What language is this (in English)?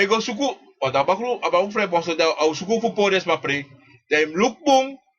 Sranan Tongo